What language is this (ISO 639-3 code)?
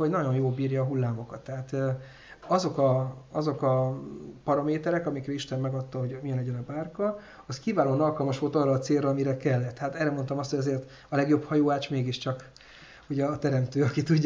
hun